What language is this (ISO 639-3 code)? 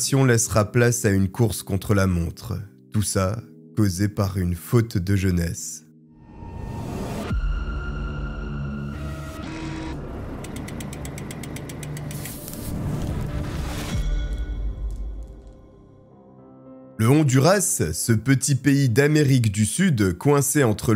fra